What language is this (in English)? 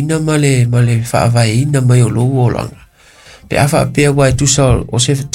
Samoan